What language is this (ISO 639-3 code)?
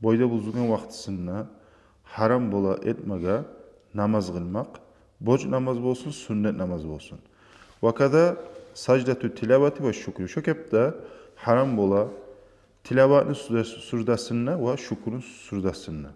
kum